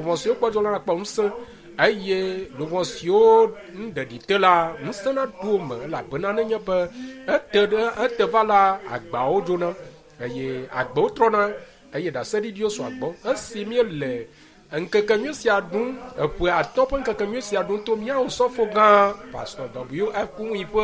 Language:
Ewe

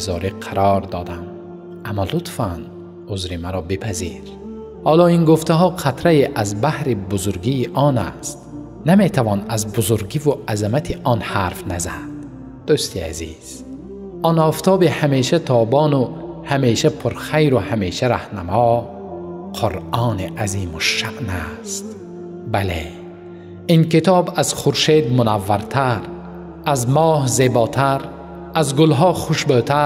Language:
Tajik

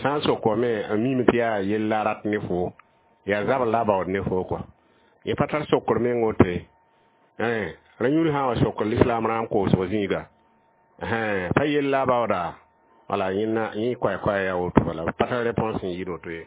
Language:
Mossi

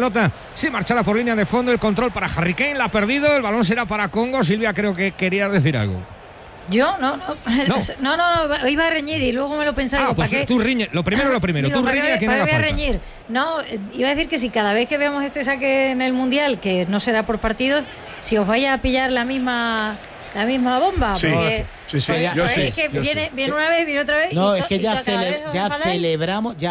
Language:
Spanish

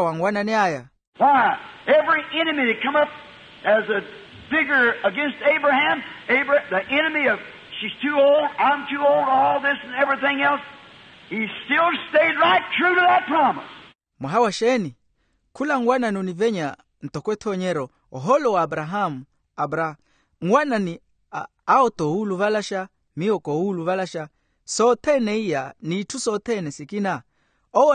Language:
Makhuwa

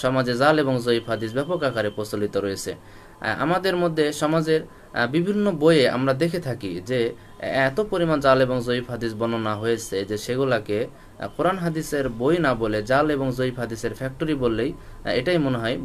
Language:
Bangla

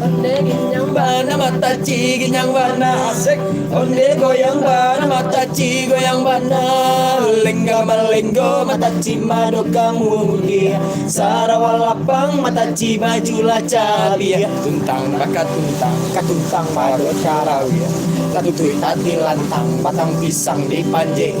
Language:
Minangkabau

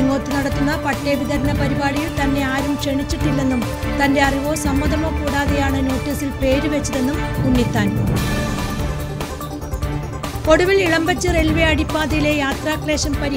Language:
Malayalam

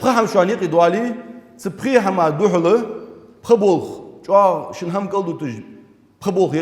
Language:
Ingush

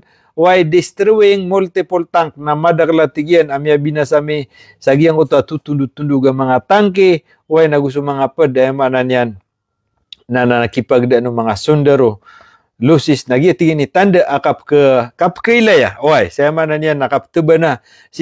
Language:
Maranao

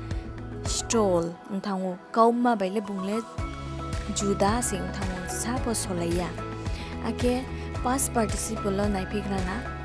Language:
Riang (India)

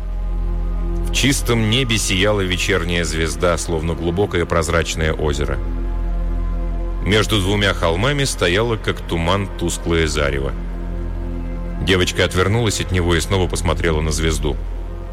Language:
Russian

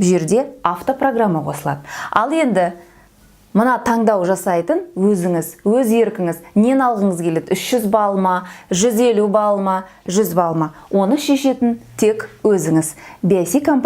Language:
Kazakh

